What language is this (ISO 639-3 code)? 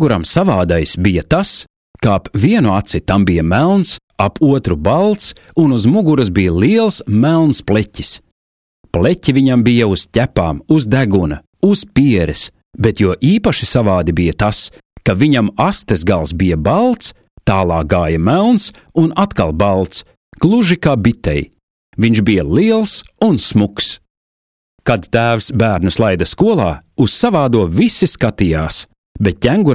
lav